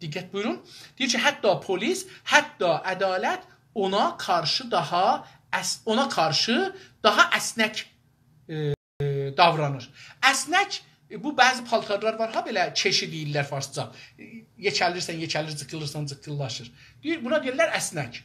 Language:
South Azerbaijani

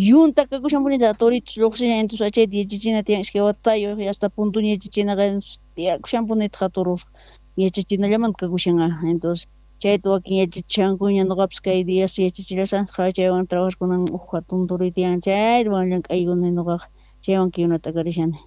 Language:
South Bolivian Quechua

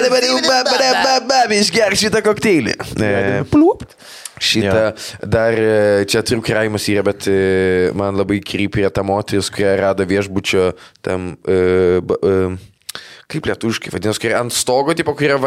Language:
Lithuanian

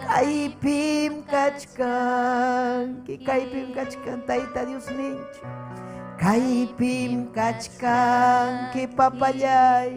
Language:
Ayacucho Quechua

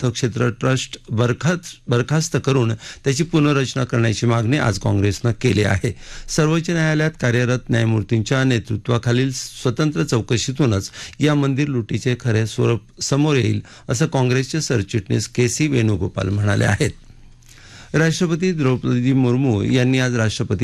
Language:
Marathi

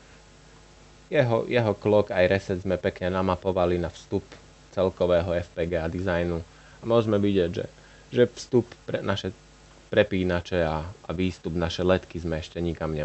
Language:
Slovak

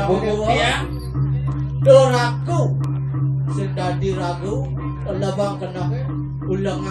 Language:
Balinese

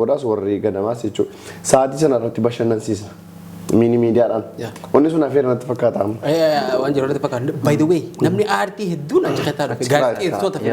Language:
Oromo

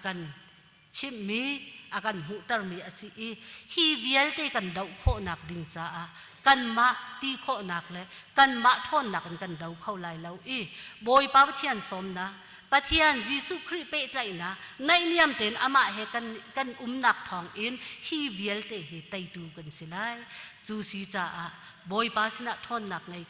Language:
Hakha Chin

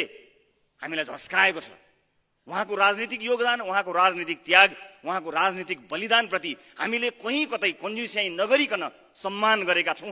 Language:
Nepali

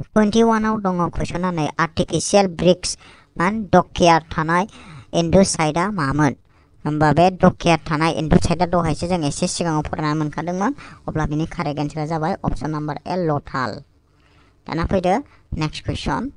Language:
Bodo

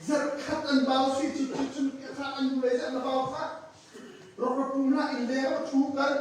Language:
Hakha Chin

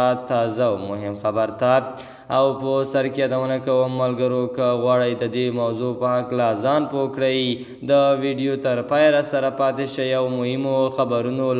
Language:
Pashto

